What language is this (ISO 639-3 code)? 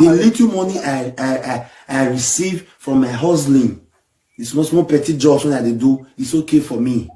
pcm